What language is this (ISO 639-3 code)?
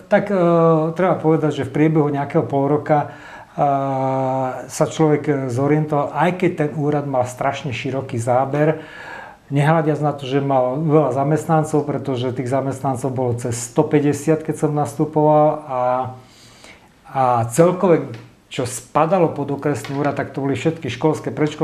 slk